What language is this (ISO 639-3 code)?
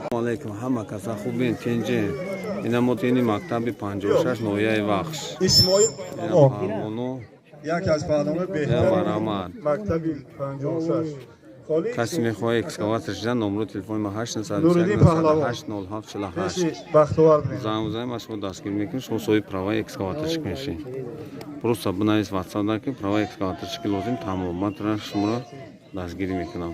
tgk